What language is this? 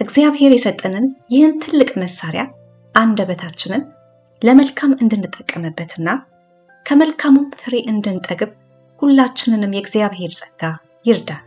Amharic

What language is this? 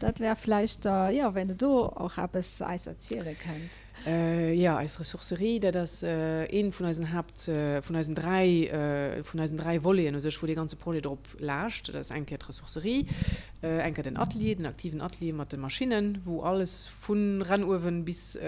Luxembourgish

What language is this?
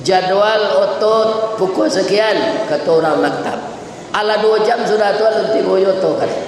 Minangkabau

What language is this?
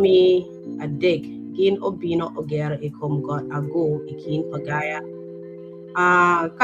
Acoli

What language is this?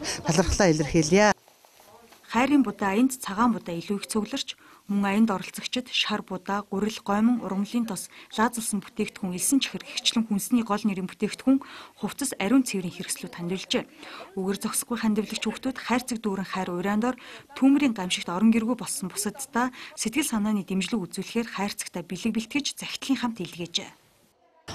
Mongolian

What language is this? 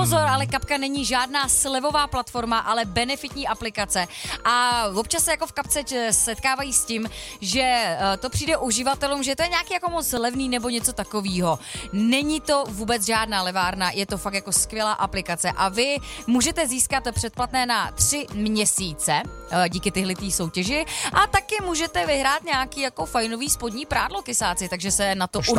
Czech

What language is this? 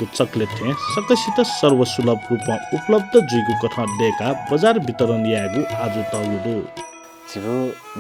Newari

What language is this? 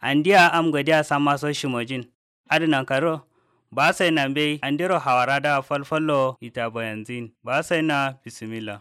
Kanuri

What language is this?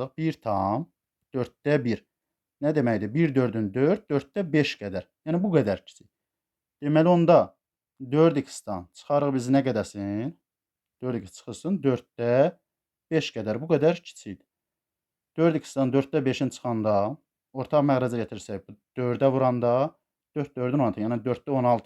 Azerbaijani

